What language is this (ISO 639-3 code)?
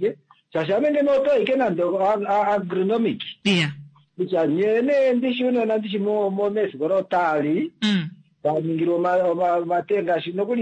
kua